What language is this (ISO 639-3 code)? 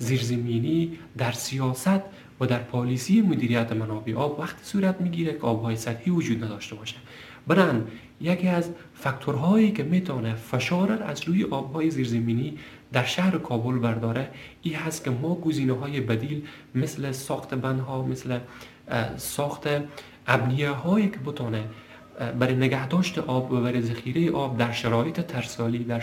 fas